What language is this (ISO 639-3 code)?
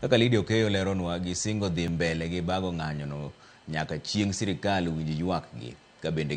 luo